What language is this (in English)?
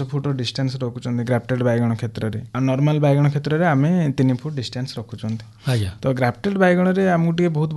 Odia